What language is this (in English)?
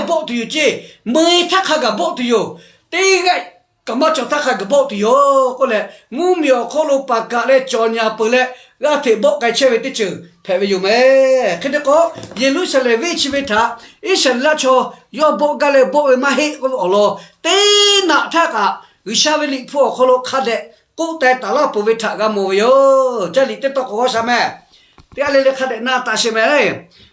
Lahu